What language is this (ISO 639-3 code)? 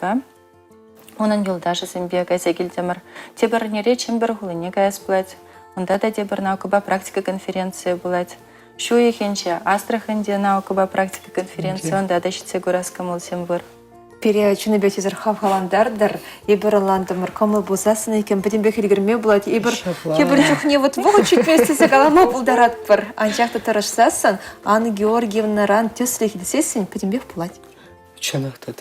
chv